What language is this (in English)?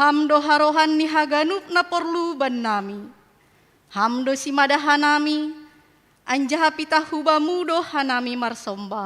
Batak Simalungun